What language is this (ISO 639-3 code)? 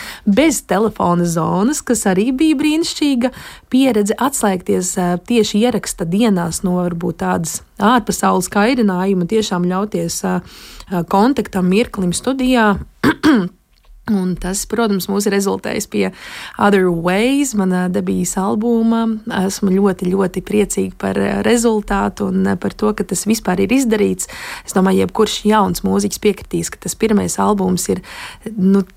lav